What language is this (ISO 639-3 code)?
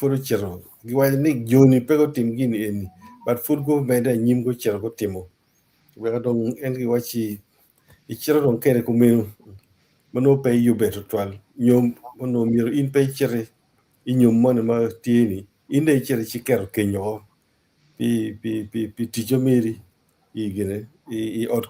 ach